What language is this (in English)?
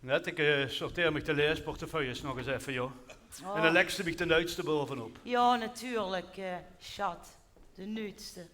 Limburgish